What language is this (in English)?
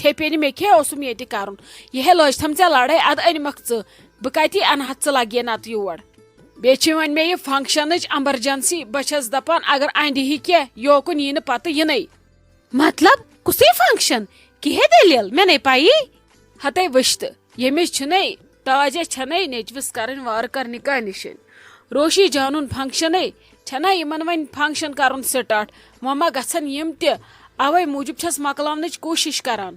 Kashmiri